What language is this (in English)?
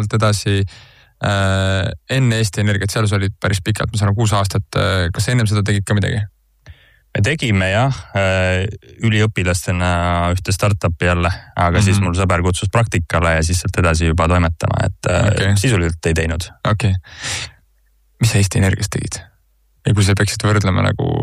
Estonian